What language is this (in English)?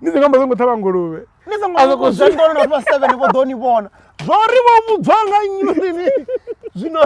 Venda